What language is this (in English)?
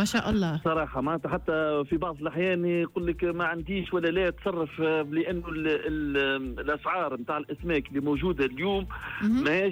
Tunisian Arabic